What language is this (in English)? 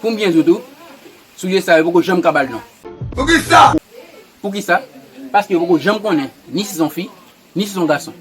Haitian Creole